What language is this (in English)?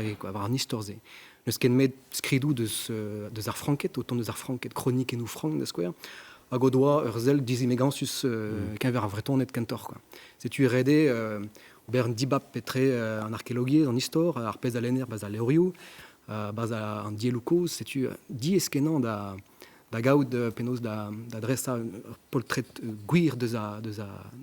Breton